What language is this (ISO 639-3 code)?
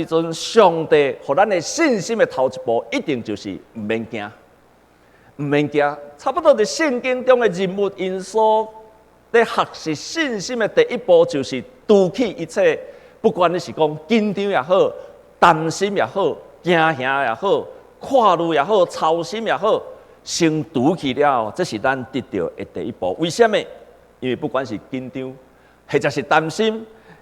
nan